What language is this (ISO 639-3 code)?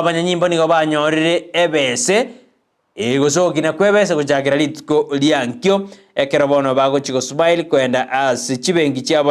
guz